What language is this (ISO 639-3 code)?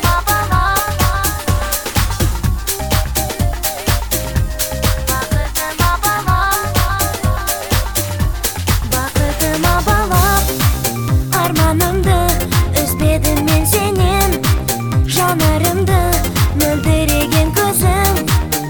kaz